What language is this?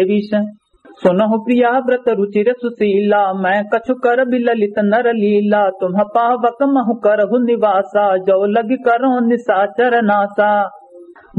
Awadhi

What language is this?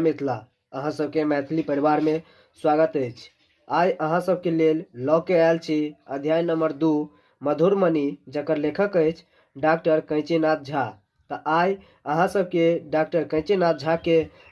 Maithili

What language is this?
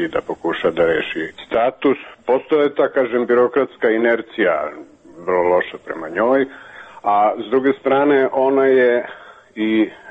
Serbian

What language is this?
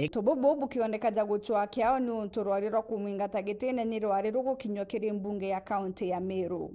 Meru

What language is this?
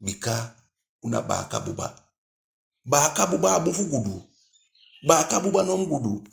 Eastern Maroon Creole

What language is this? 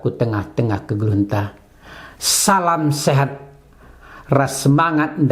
Batak Karo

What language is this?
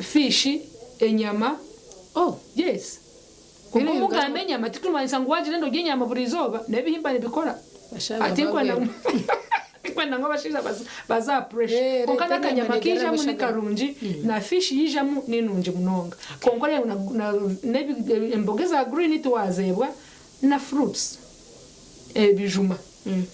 Nyankole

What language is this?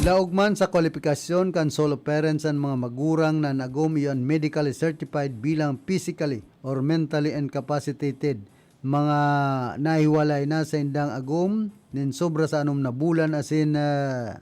Bikol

